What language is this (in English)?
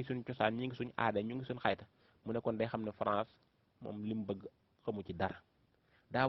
Wolof